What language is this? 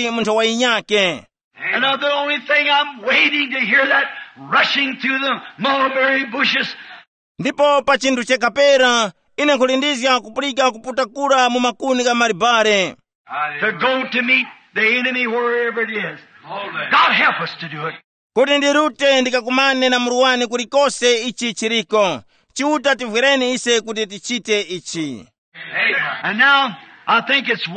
Tumbuka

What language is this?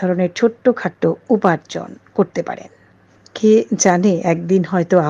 Bangla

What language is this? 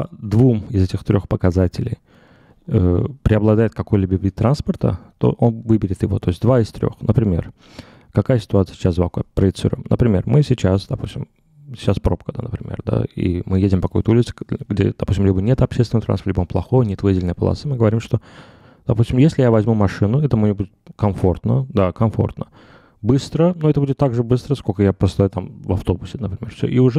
Russian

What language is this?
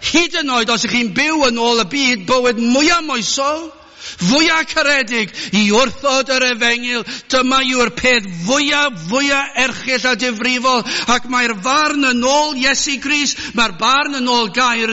Welsh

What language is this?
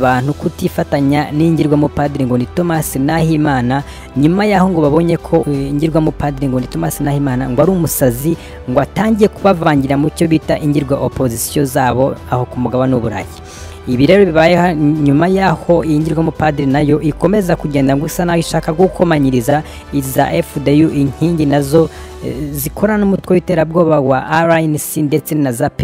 Kinyarwanda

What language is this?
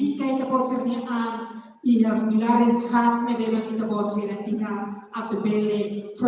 Tetum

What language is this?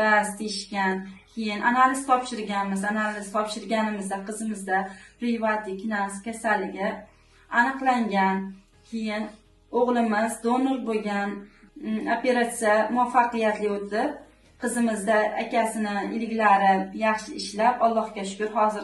Uzbek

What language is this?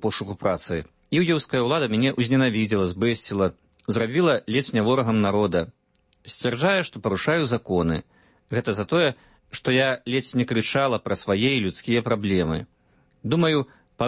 Belarusian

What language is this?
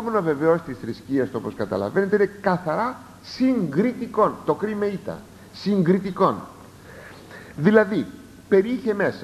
Greek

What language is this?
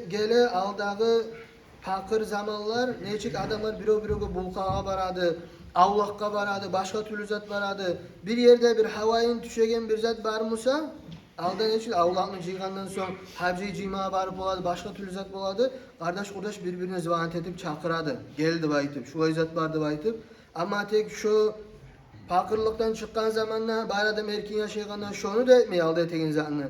Kumyk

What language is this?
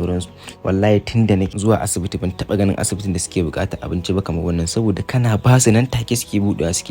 Hausa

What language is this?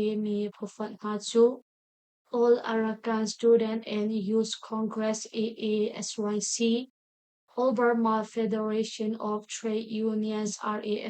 Hakha Chin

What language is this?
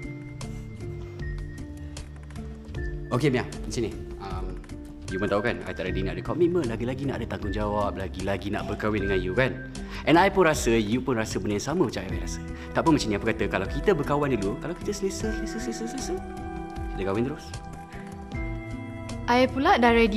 Malay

